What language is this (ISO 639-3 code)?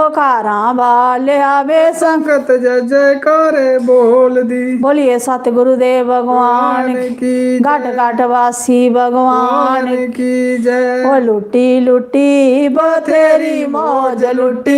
doi